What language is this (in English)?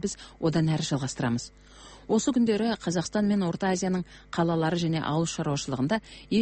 Kazakh